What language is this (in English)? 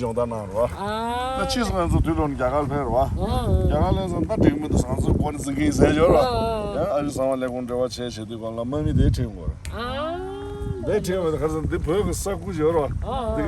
Tibetan